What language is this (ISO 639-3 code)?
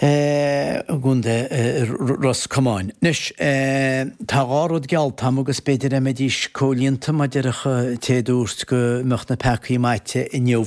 gle